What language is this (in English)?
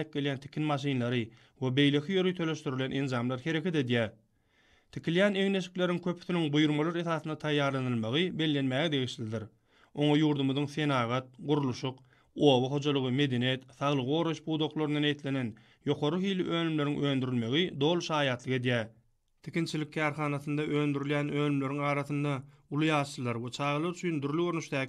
Turkmen